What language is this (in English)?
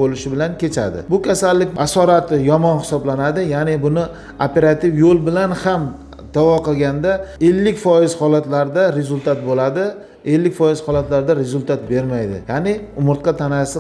Uzbek